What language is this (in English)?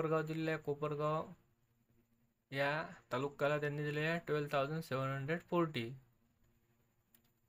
Marathi